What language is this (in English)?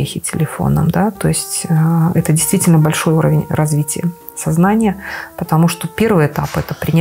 Russian